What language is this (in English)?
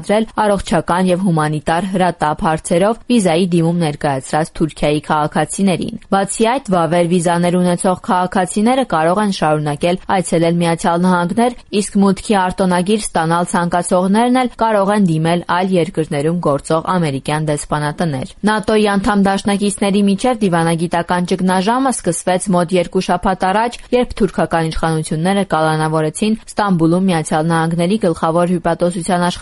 Armenian